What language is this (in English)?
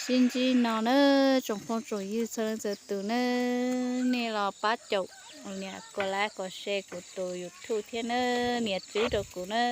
Hmong